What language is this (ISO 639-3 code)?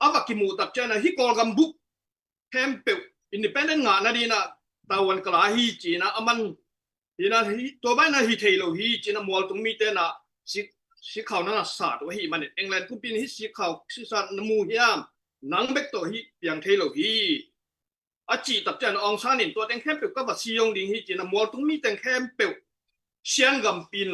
ctd